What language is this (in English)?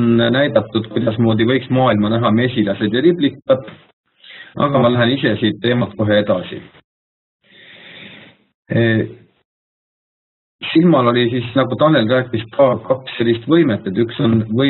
Estonian